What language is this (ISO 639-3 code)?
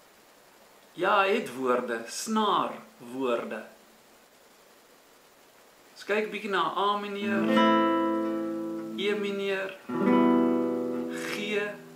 afr